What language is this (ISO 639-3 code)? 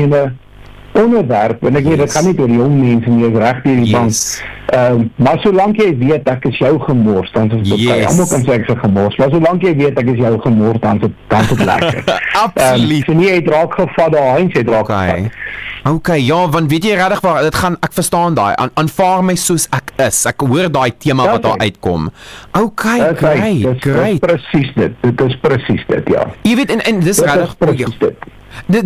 afr